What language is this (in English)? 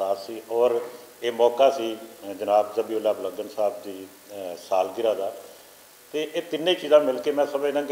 Western Panjabi